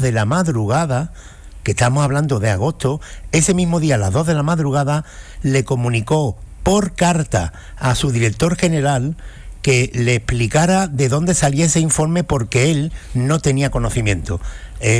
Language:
Spanish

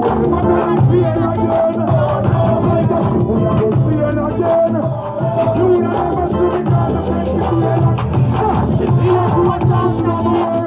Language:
Jamaican Creole English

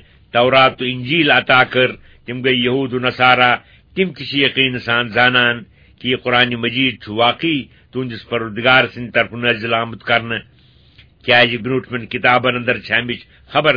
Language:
Kashmiri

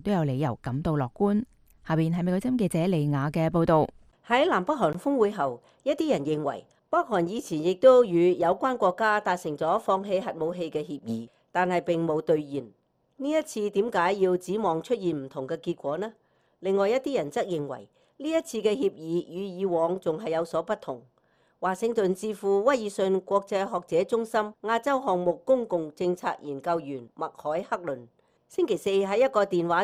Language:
Cantonese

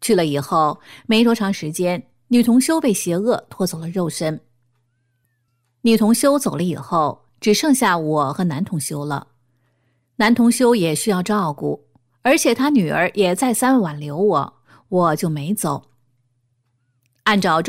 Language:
Chinese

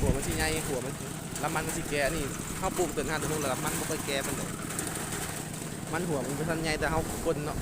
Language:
Lao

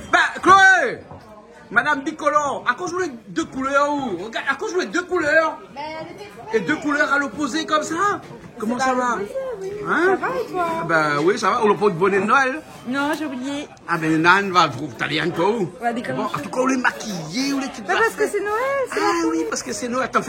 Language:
Réunion Creole French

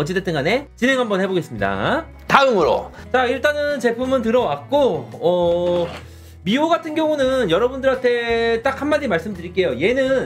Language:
Korean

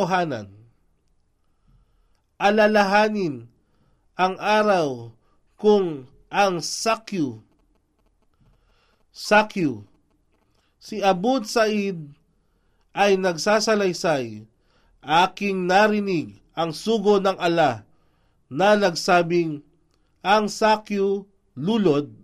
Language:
Filipino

